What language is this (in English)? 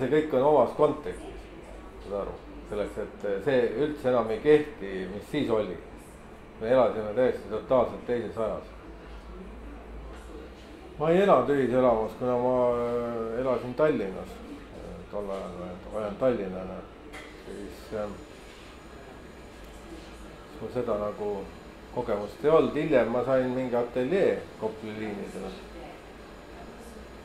Estonian